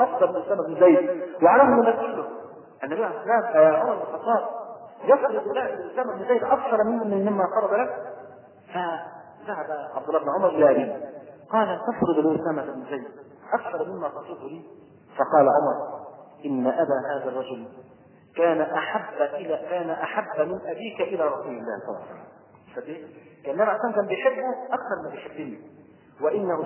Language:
Arabic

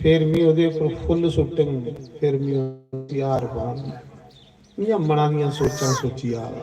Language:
Dogri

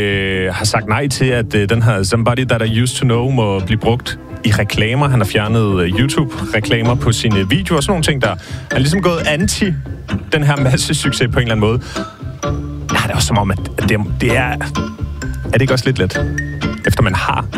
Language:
Danish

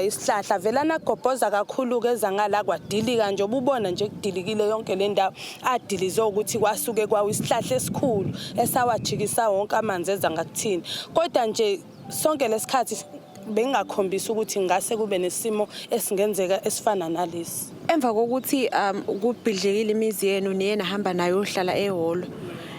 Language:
Zulu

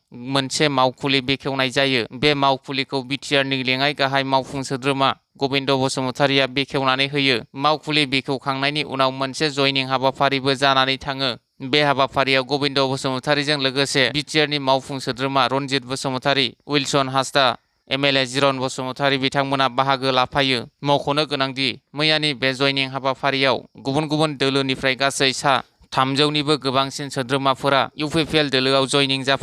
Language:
Bodo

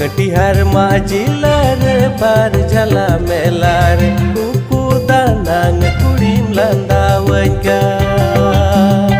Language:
Santali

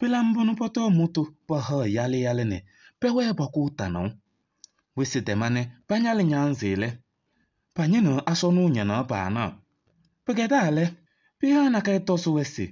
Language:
Kabiyè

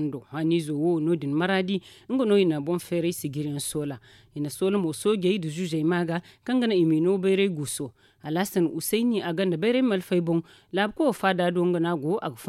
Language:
Zarma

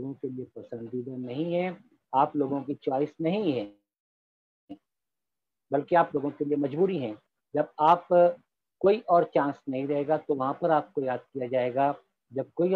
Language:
Urdu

